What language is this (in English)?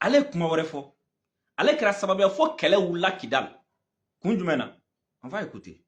Bambara